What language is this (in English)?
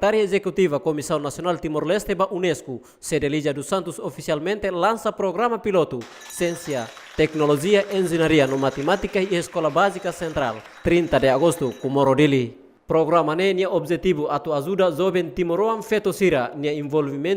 Tetum